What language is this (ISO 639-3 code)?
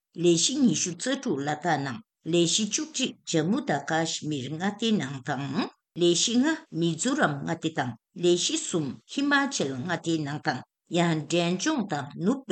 bod